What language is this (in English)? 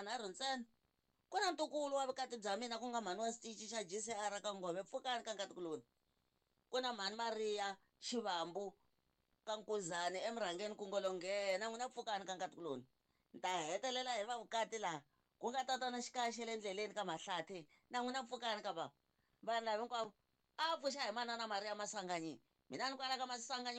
Tsonga